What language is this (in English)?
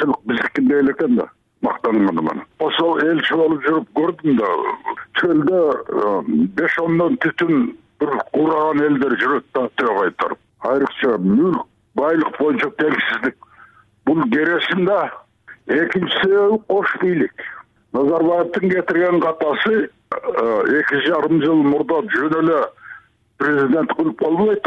Kyrgyz